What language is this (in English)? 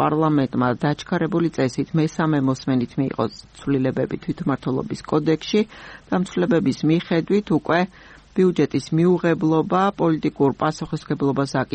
Georgian